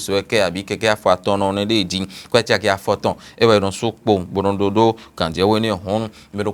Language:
Fon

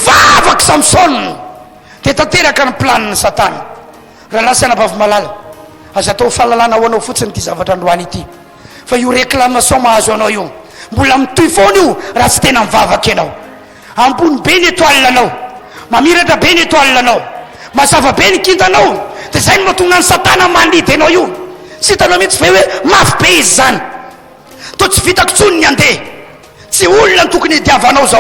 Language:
Malagasy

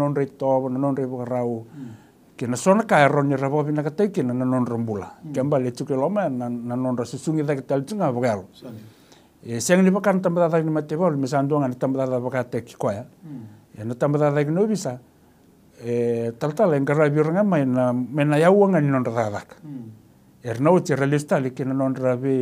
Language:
Fijian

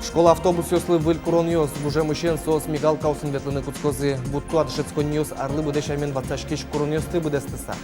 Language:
Udmurt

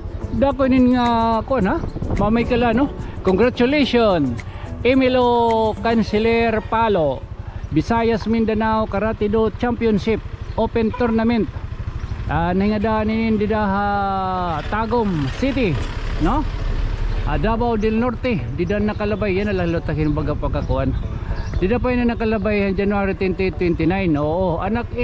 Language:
Waray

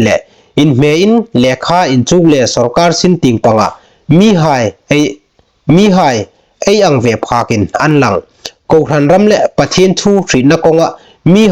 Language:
Hmar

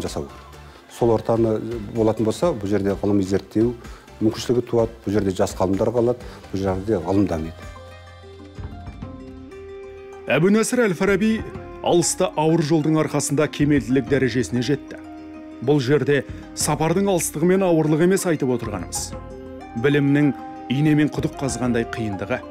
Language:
Kazakh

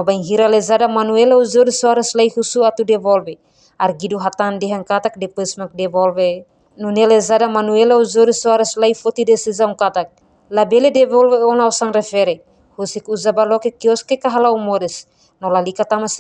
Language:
Tetum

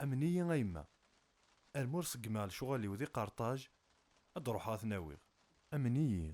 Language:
Kabyle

